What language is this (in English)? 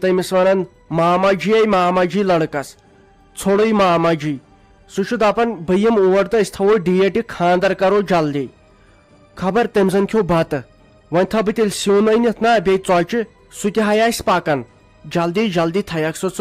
Kashmiri